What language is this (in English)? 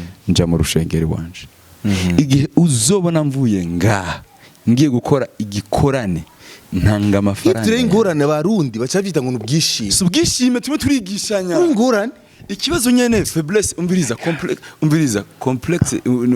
Rundi